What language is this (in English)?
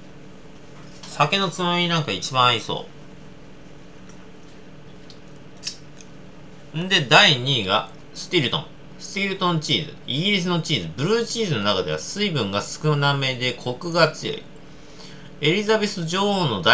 Japanese